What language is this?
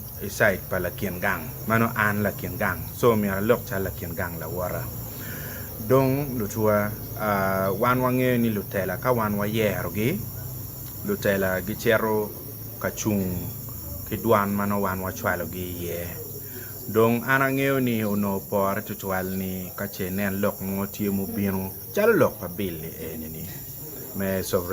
Acoli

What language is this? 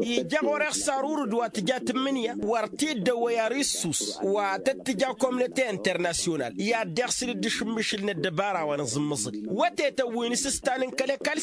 Tamasheq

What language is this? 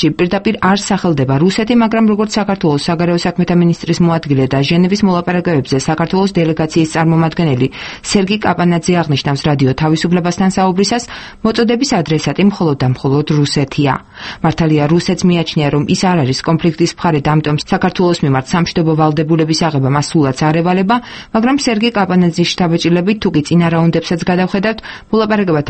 Georgian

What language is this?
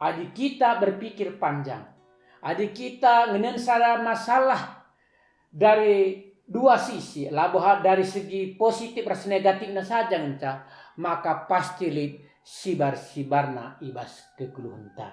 Batak Karo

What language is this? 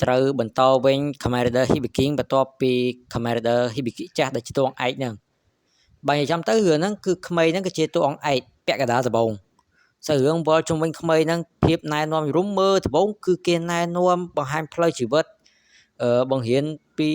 Khmer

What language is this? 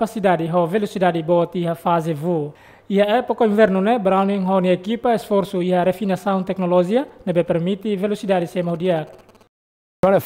Tetum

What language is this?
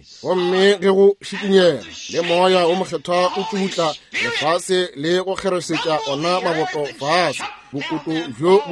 Northern Sotho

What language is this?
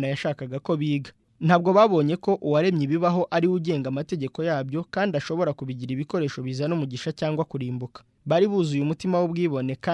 Kinyarwanda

